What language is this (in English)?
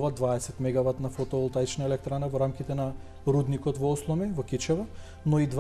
Macedonian